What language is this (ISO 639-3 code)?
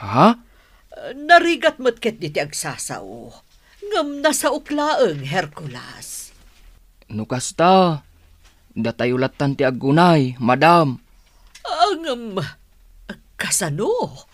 ilo